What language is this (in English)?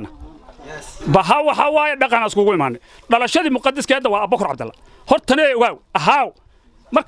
Somali